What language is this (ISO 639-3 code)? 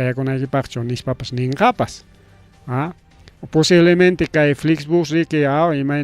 quy